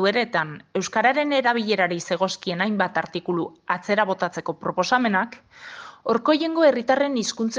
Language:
Basque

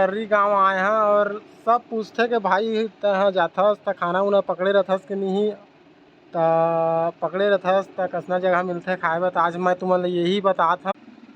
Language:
Chhattisgarhi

